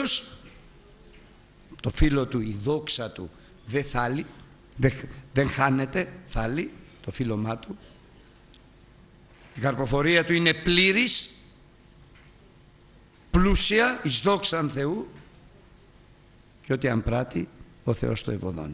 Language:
Greek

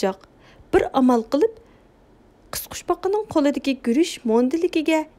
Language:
Uyghur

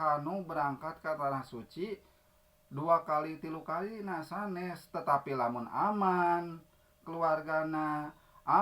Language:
Sundanese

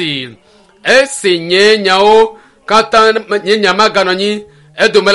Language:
Ewe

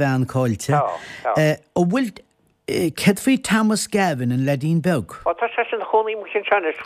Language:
Irish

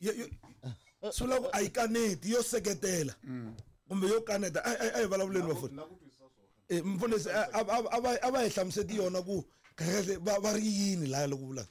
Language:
Tsonga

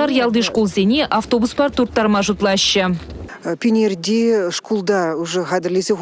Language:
Chuvash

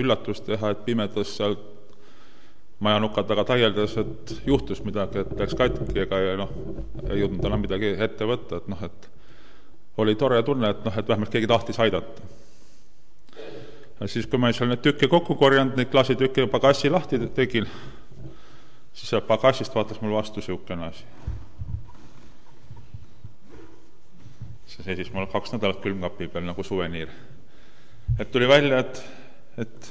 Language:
Estonian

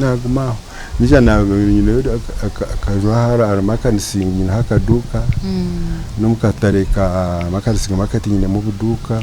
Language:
Nyankole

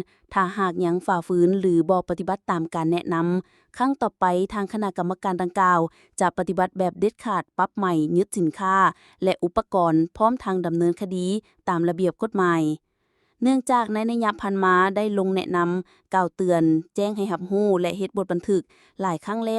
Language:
Lao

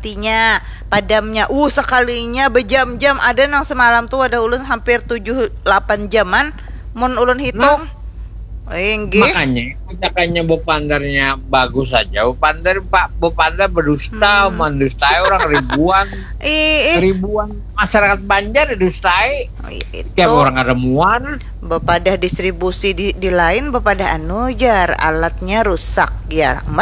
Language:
Banjar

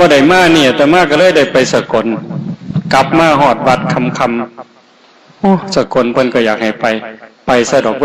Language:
Northeastern Thai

